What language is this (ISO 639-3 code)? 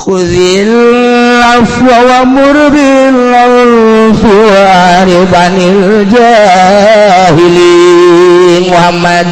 sun